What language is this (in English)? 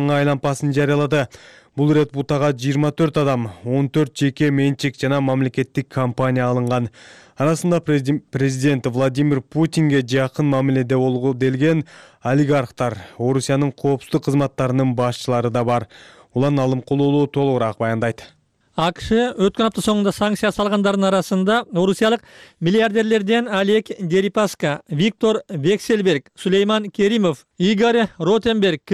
Kyrgyz